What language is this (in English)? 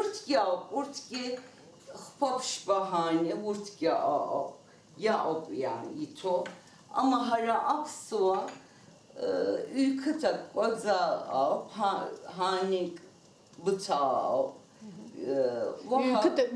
Abkhazian